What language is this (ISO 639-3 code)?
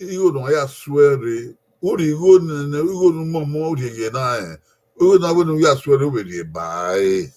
bin